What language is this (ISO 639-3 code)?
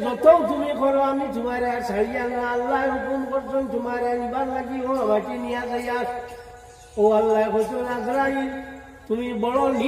syl